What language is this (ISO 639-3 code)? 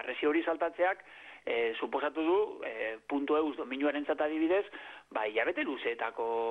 eus